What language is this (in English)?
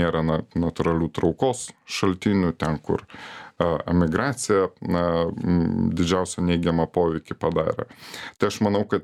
Lithuanian